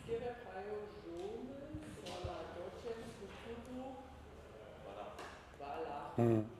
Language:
Upper Sorbian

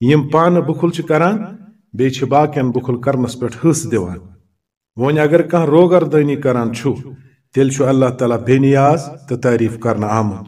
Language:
Kashmiri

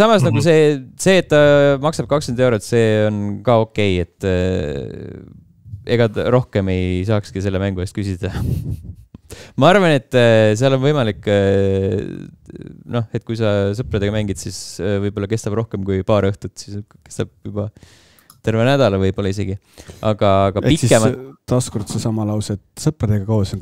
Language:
Estonian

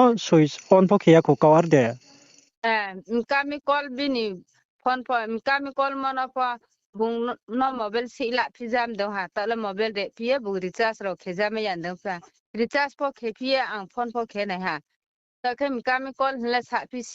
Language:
Riang (India)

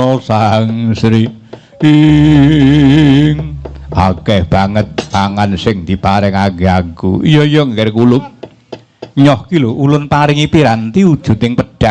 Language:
Javanese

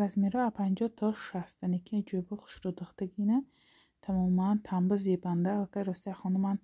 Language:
Tajik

